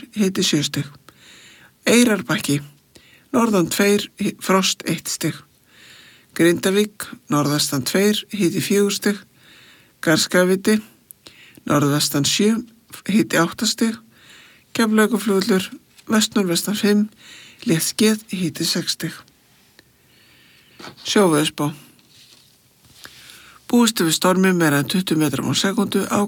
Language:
Icelandic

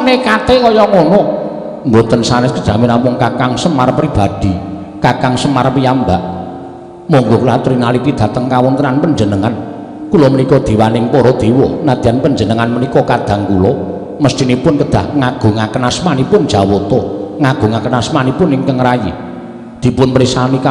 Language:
Javanese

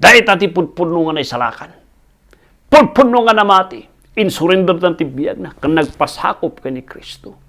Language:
Iloko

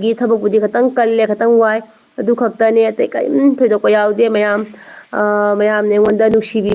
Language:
Manipuri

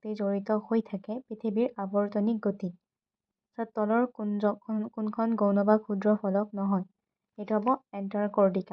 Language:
Assamese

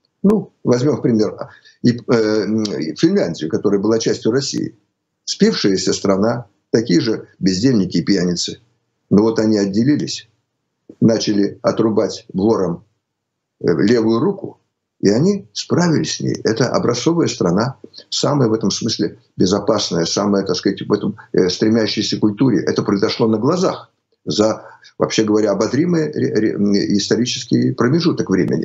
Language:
Russian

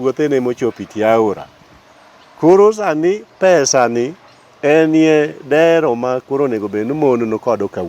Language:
Luo (Kenya and Tanzania)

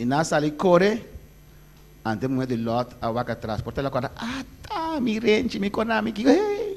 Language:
Papiamento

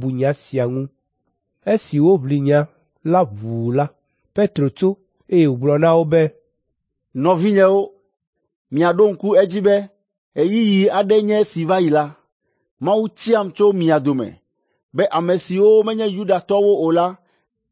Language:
Ewe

